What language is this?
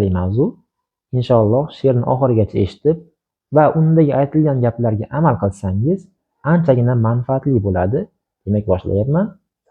Uzbek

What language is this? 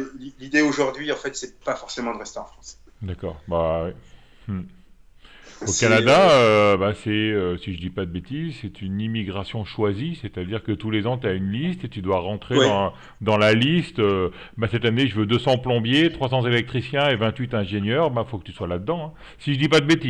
French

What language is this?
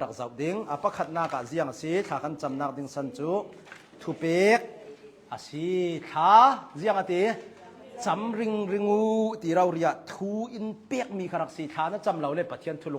Hakha Chin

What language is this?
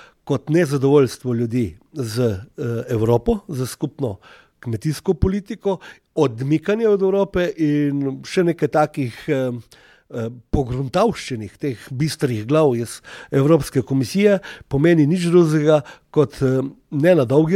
Slovenian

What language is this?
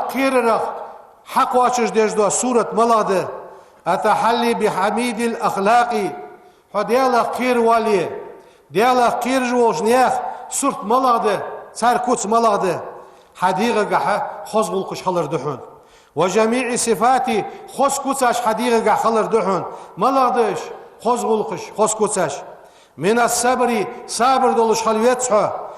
Ingush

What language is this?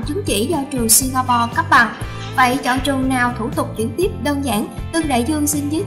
Vietnamese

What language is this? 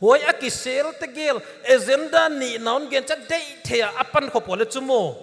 Paite Chin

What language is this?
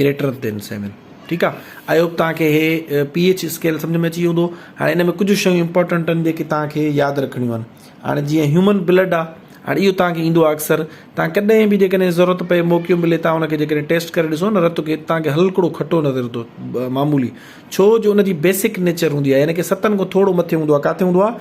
Sindhi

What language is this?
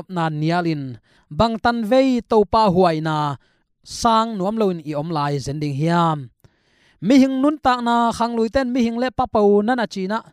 Tedim Chin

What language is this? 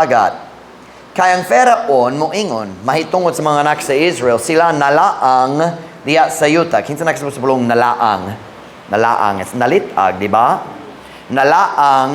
Cebuano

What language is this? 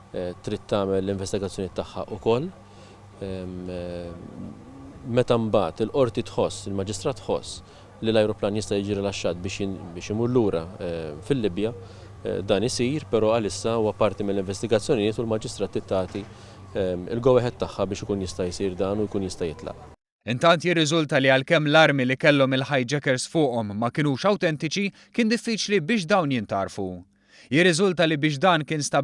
Maltese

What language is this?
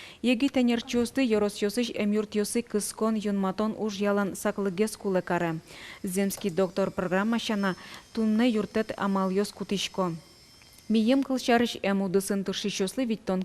Udmurt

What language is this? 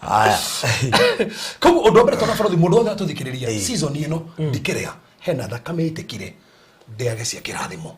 Kikuyu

